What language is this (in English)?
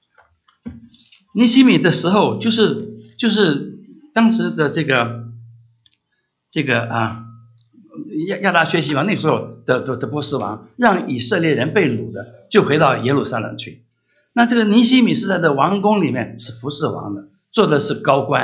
Chinese